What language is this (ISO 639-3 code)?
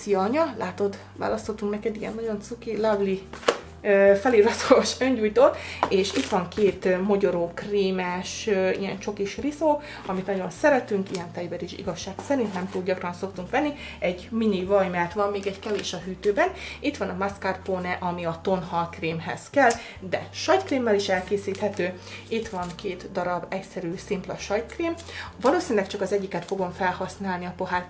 hun